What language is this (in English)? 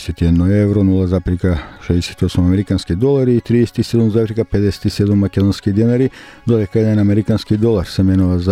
Macedonian